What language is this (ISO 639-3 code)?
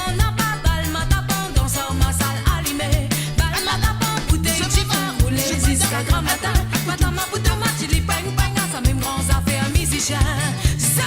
mfe